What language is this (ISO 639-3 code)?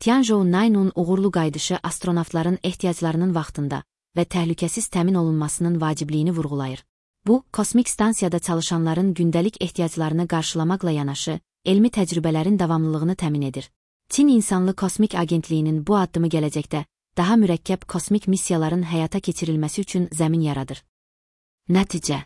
aze